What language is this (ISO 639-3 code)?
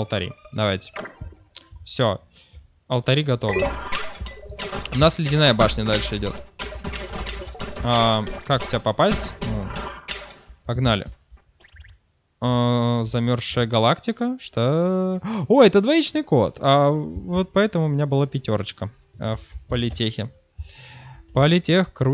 rus